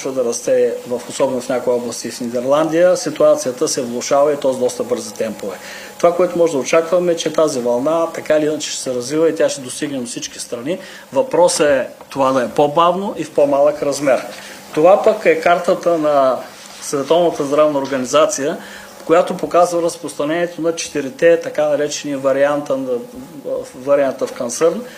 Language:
Bulgarian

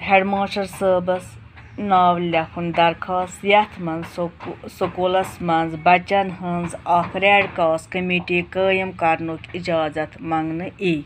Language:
Kashmiri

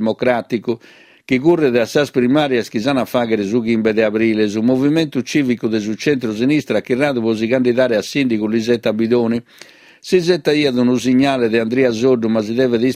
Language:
Sardinian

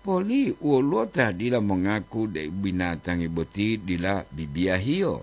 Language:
Gorontalo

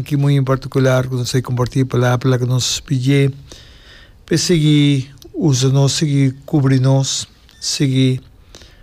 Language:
Papiamento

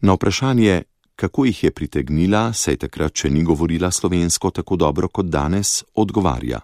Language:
Slovenian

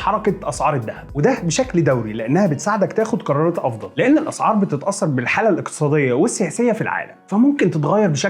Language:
Egyptian Arabic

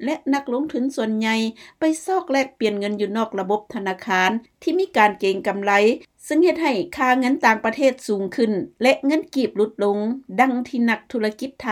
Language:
Lao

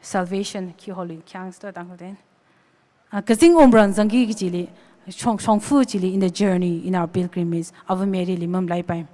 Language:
Tangkhul Naga (India)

